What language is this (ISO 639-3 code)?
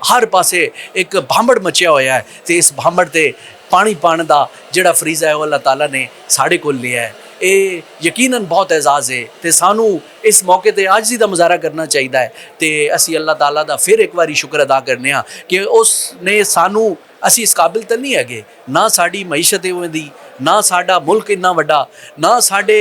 lah